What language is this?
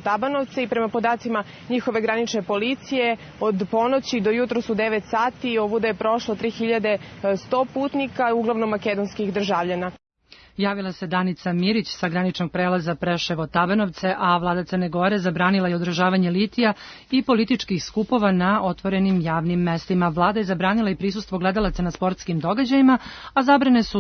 Serbian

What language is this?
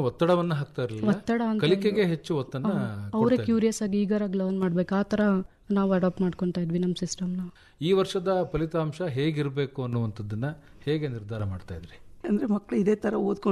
Kannada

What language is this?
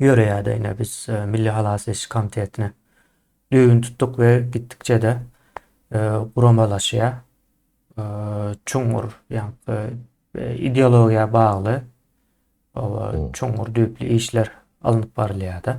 Turkmen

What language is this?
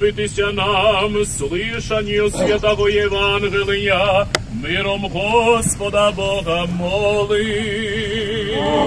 Rusyn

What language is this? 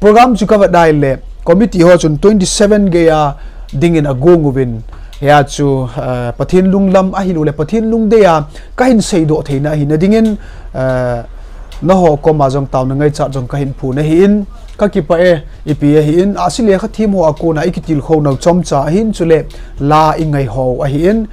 Thado Chin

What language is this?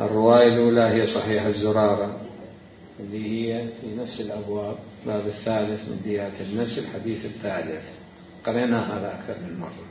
Mesopotamian Arabic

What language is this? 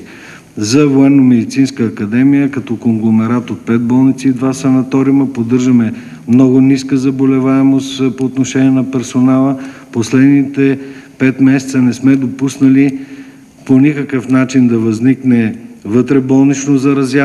Bulgarian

